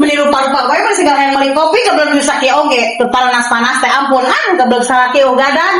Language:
Sundanese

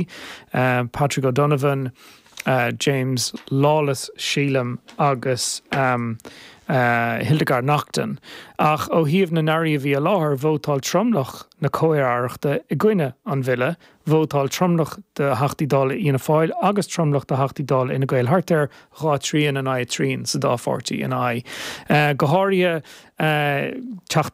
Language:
Irish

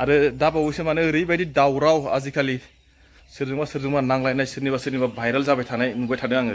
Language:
Bodo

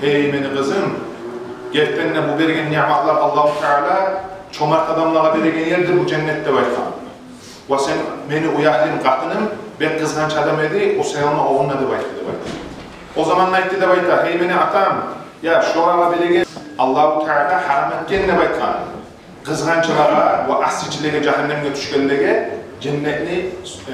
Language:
Kumyk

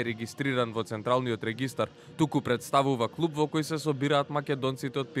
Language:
Macedonian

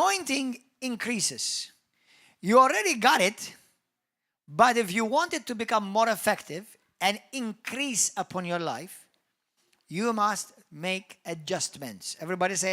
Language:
English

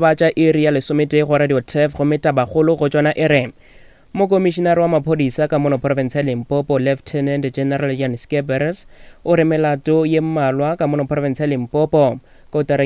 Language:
Northern Sotho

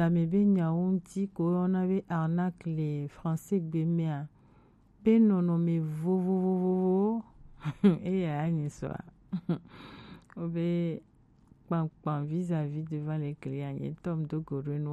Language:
Gen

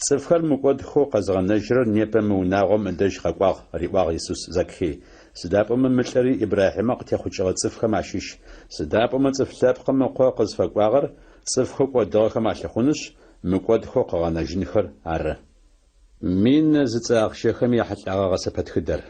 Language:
Adyghe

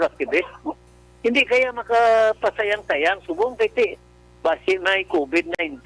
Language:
Hiligaynon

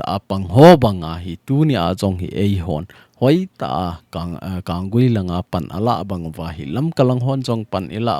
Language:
Thado Chin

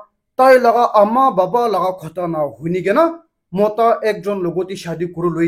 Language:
Naga Pidgin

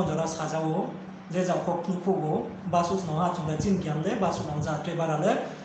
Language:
Riang (India)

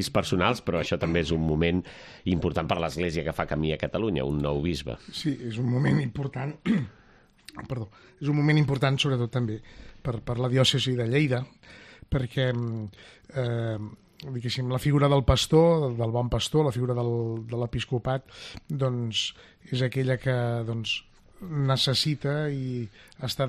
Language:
Catalan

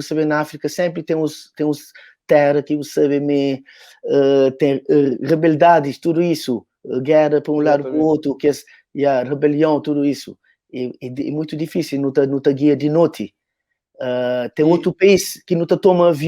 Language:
Kabuverdianu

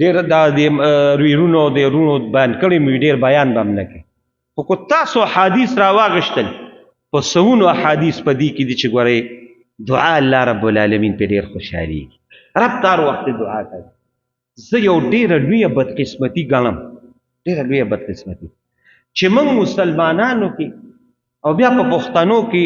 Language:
Pashto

